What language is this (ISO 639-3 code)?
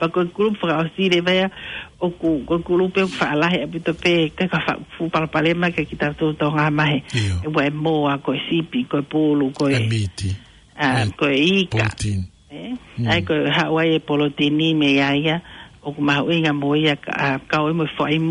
ton